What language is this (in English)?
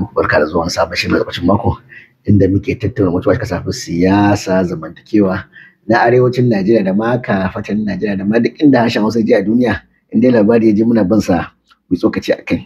Hausa